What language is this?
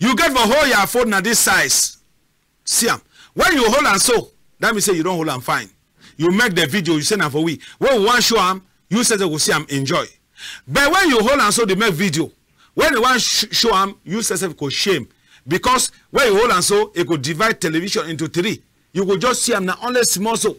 Cameroon Pidgin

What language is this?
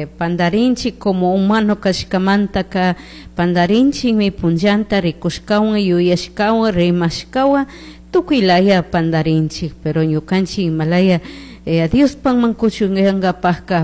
Chimborazo Highland Quichua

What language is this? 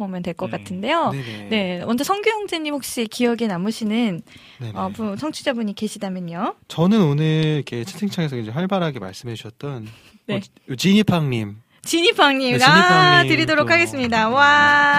Korean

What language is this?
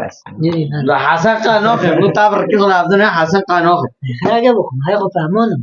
Kurdish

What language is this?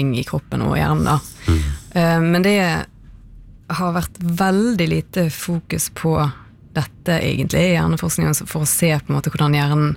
Norwegian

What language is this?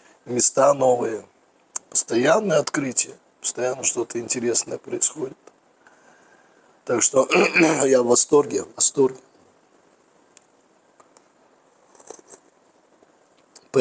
Russian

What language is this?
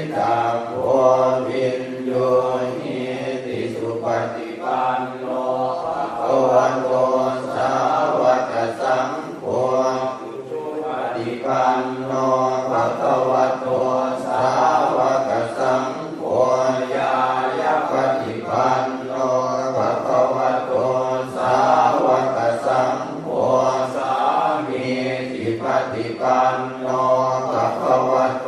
Pali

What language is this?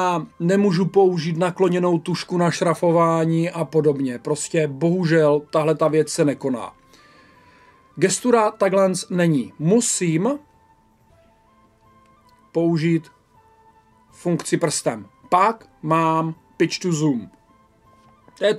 Czech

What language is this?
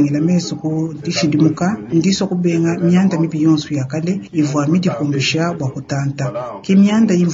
Luba-Lulua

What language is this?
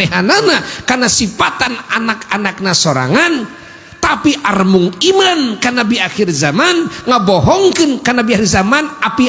Sundanese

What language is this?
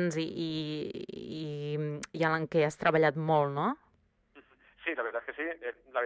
Catalan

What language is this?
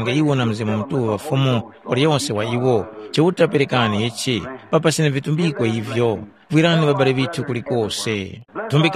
Tumbuka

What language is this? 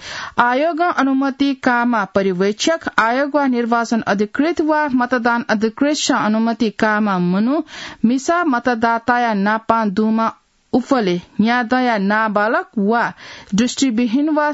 Newari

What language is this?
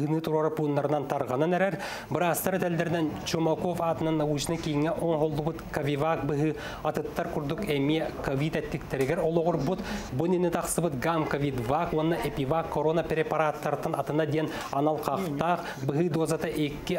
Yakut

